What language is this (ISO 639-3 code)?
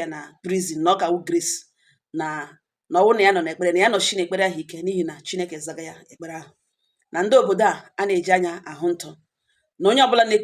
ibo